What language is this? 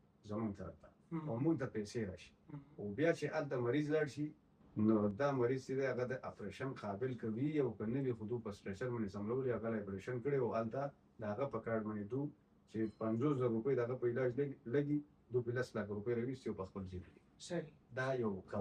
Pashto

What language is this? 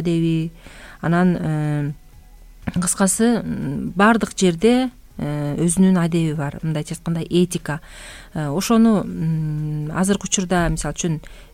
Kyrgyz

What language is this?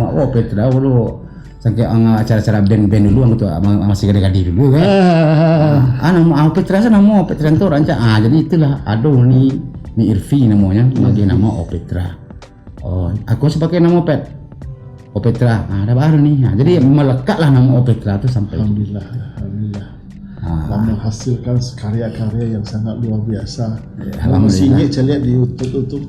Minangkabau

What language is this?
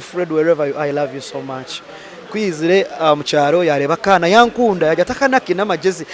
Nyankole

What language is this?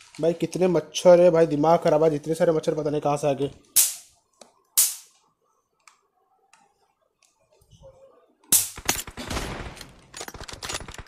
Hindi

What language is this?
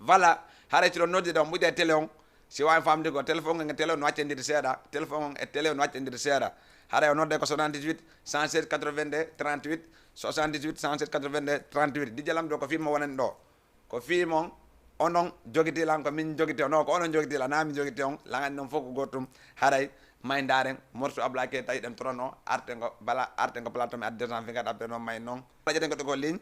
Fula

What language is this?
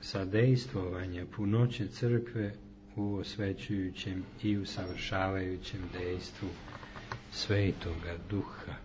Serbian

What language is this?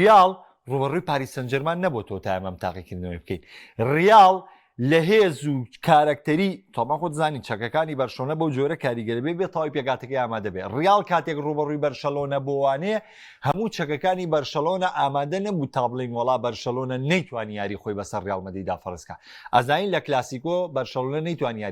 Central Kurdish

